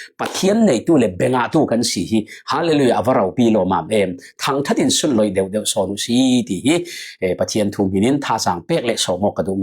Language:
Falam Chin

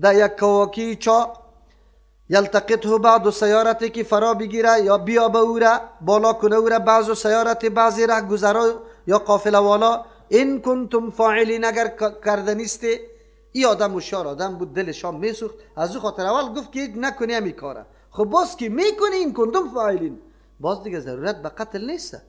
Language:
Persian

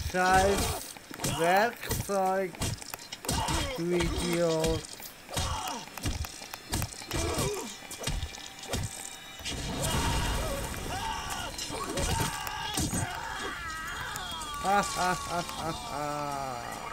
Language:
German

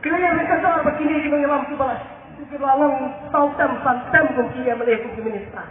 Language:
Khasi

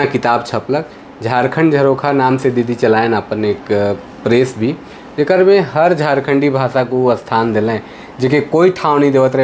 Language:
Sadri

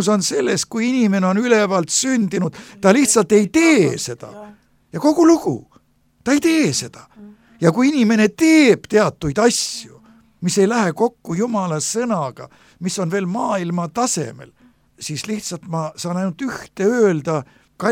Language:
Estonian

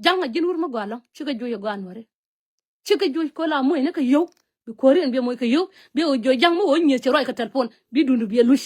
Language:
Nuer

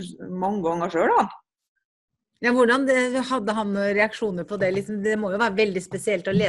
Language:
Norwegian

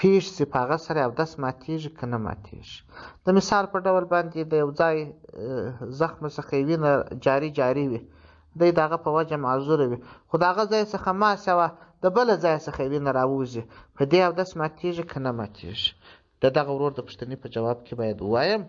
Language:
Pashto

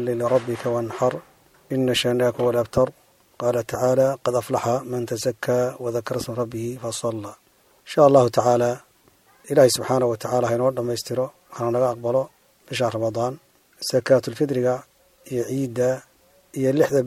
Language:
Somali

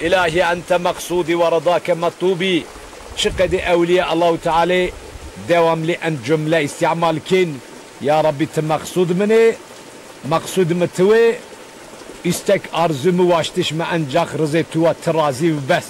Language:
Zaza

